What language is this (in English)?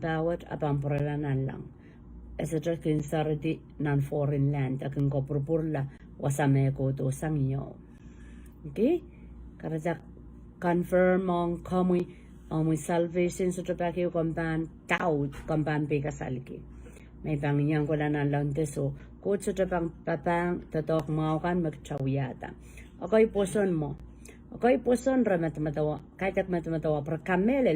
Pohnpeian